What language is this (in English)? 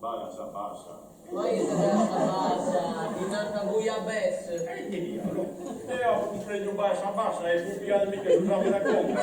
Sardinian